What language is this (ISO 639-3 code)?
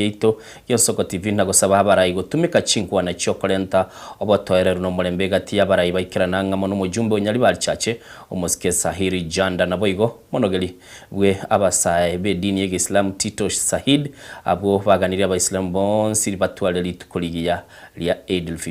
guz